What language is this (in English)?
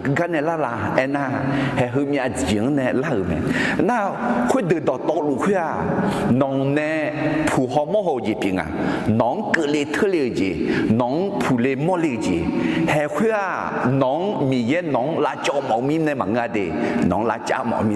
Akha